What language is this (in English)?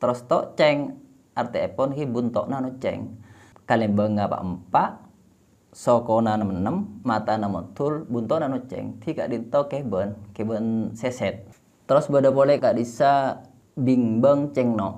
Madurese